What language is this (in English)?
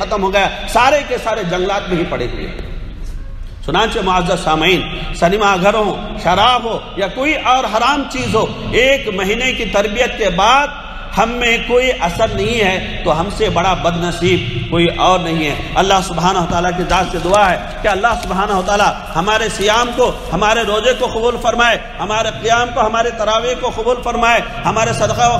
Urdu